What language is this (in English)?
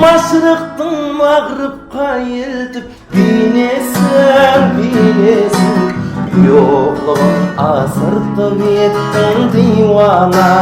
Kara-Kalpak